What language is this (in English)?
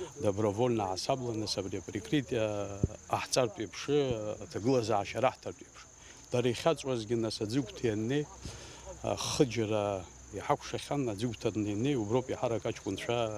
Abkhazian